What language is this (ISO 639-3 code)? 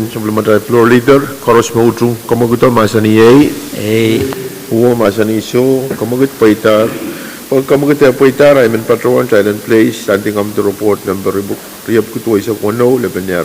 pon